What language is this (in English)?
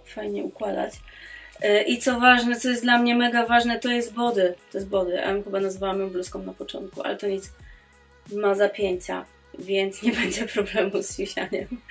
Polish